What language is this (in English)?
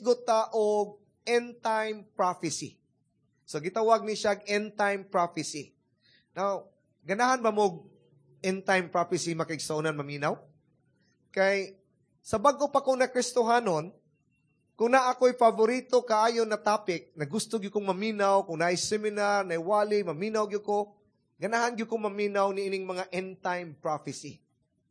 Cebuano